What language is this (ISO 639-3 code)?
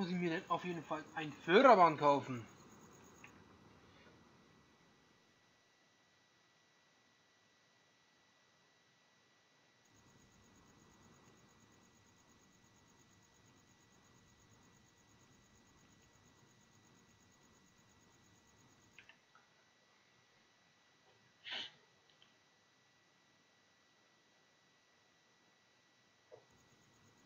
deu